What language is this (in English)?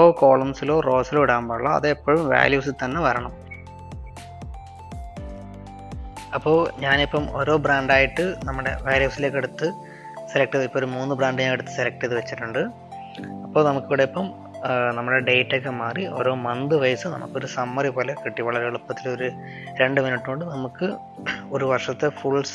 Malayalam